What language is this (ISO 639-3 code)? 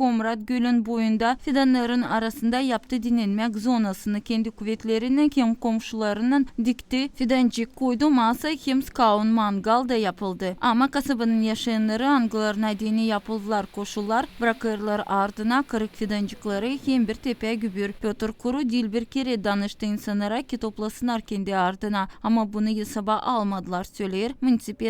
gag